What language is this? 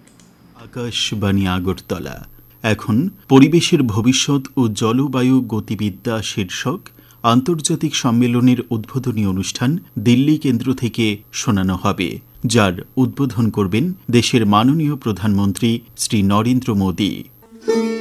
Bangla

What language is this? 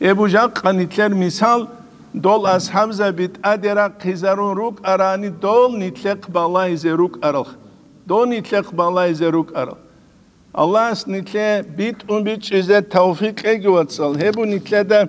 Avaric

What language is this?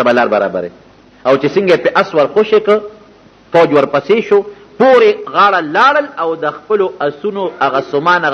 Pashto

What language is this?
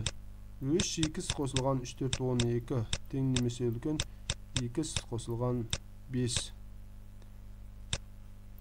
Kazakh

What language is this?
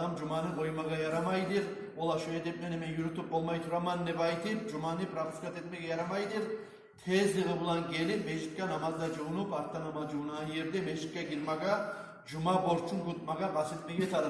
Kumyk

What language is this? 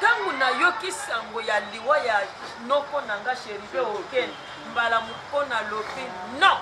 Lingala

